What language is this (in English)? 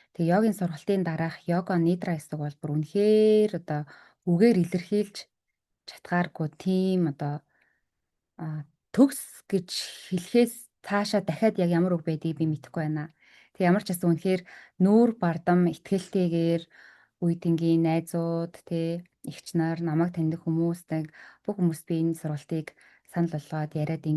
Mongolian